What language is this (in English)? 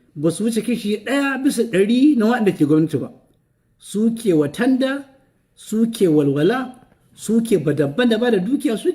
Hausa